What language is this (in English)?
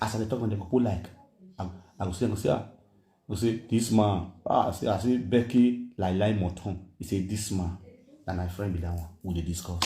Nigerian Pidgin